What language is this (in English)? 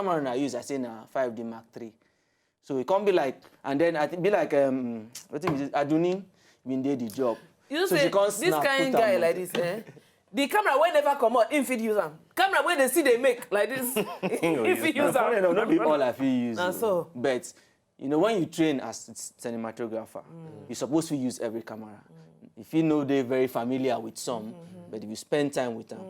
Nigerian Pidgin